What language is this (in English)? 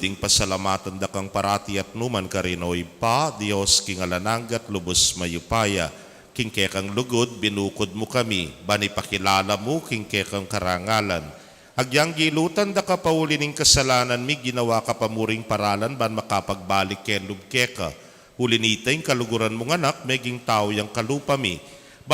Pampanga